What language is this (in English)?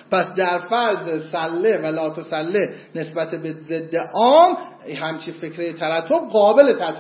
Persian